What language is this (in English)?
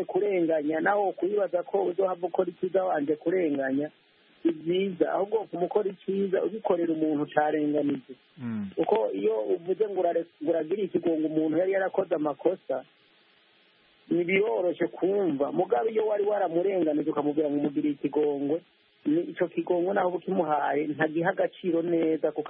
Kinyarwanda